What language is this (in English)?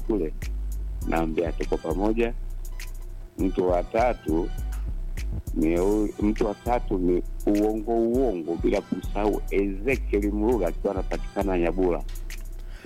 Swahili